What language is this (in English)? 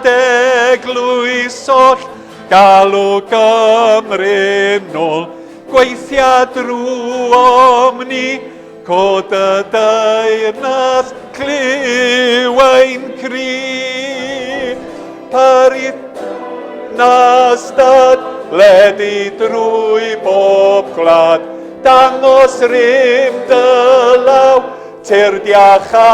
Welsh